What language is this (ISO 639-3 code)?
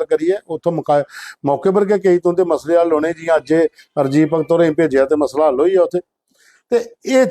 doi